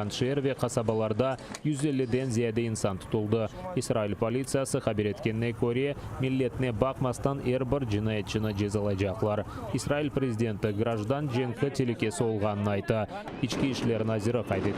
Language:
Crimean Tatar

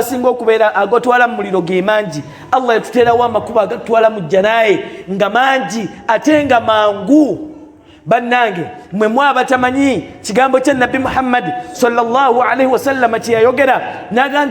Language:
Ganda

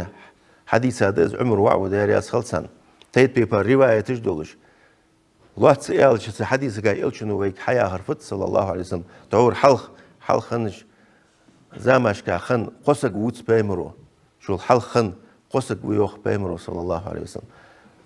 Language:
Ingush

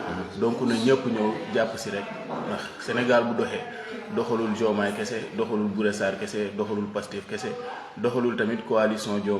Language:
Wolof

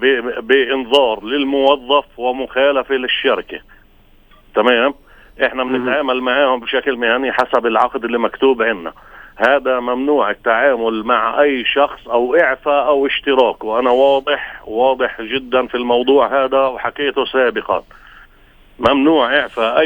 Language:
North Levantine Arabic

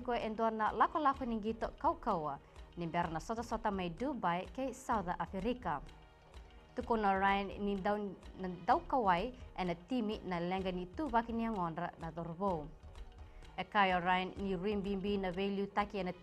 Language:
Fijian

